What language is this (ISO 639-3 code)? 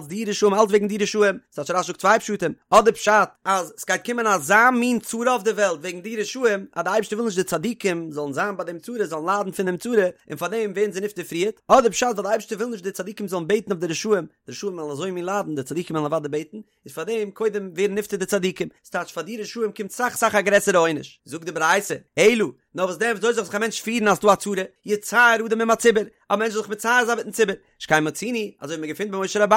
yid